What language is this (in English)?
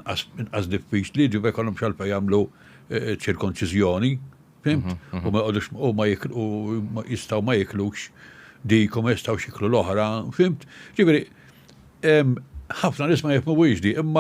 Maltese